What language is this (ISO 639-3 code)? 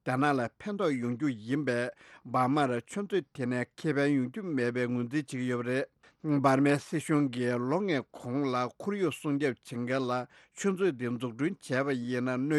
bod